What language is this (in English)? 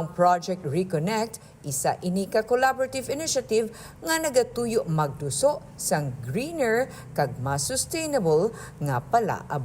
Hiligaynon